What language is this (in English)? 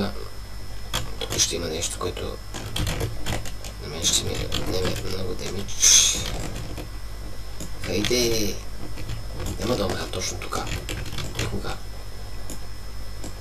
Bulgarian